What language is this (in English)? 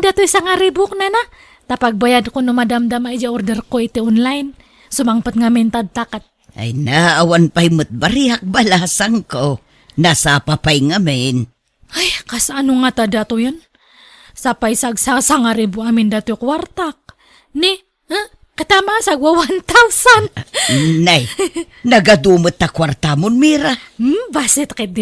Iloko